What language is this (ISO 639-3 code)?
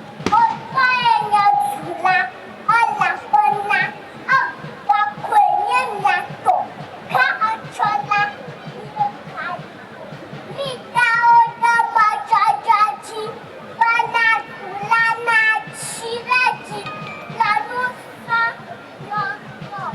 ewe